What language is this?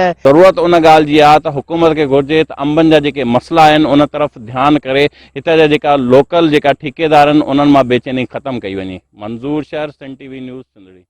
Sindhi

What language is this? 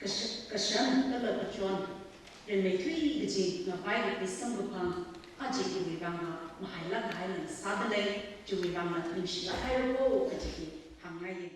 Tangkhul Naga (India)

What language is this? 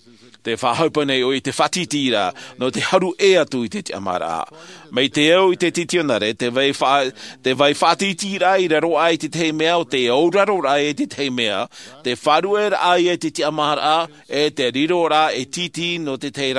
Tahitian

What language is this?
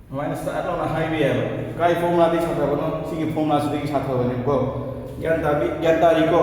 Manipuri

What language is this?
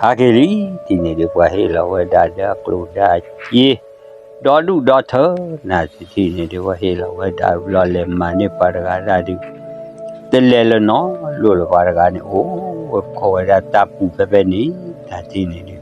S'gaw Karen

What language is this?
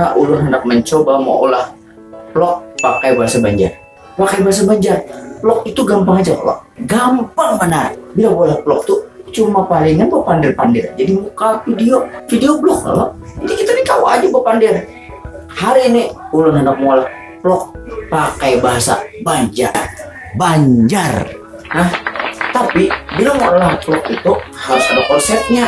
Banjar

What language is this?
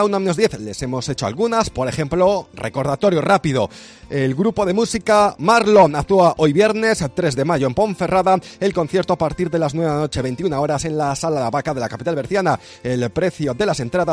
Spanish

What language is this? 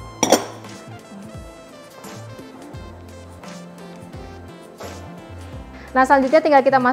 Indonesian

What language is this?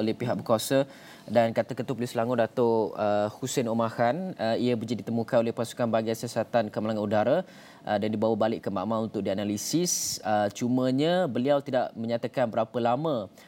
Malay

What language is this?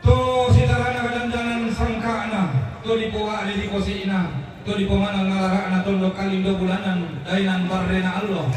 Toraja-Sa'dan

